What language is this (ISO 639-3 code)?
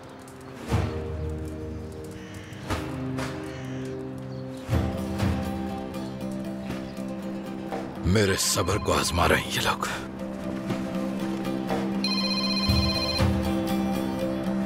hin